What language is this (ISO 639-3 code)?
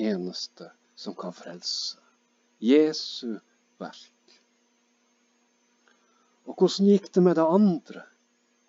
nor